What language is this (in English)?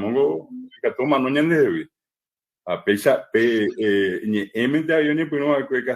Guarani